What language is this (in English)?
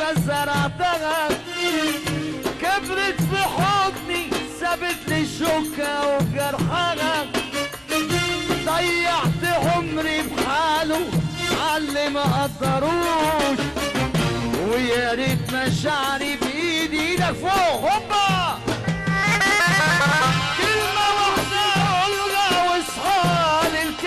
Egyptian Arabic